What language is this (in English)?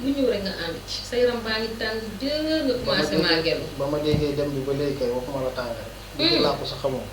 Wolof